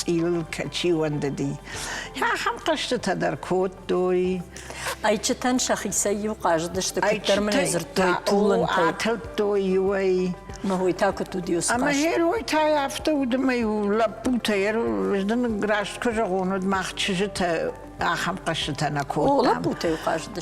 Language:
Ossetic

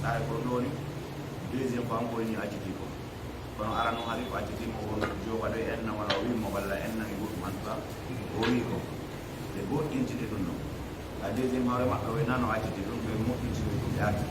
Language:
Fula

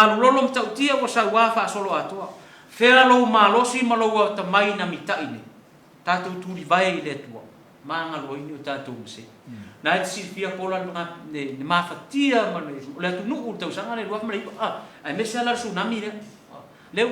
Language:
Samoan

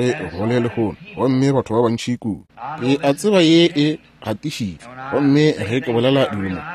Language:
Northern Sotho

